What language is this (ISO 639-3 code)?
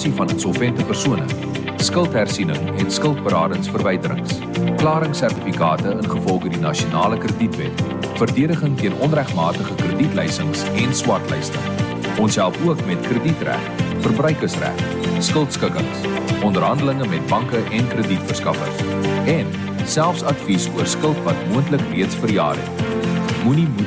afr